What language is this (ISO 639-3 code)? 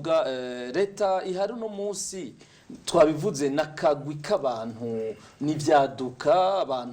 run